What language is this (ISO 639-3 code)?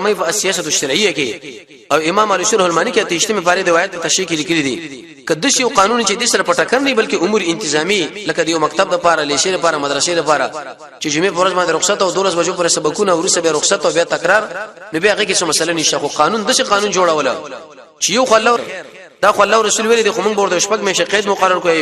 pus